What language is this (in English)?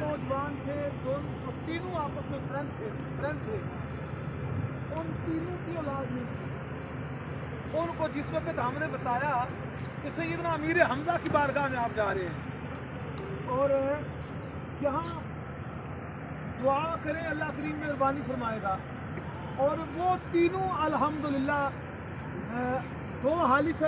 Urdu